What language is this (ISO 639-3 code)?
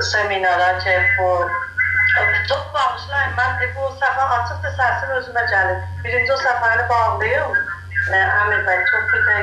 azb